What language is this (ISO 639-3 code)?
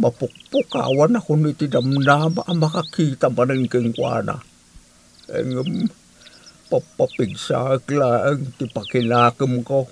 ilo